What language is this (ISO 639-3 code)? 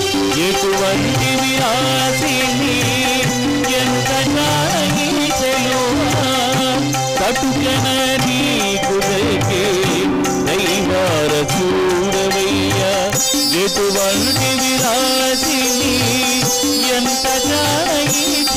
tel